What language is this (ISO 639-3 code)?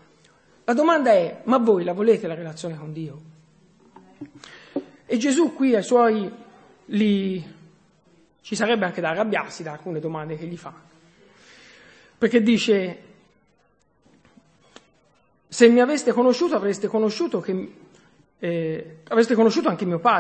ita